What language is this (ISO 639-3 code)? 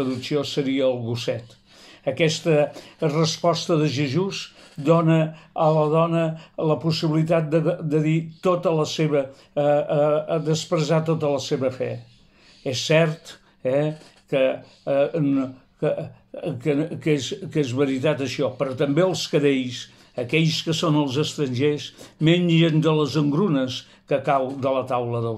cat